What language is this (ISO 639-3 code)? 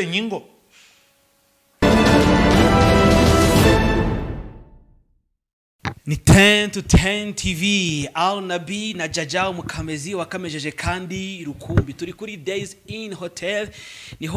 kin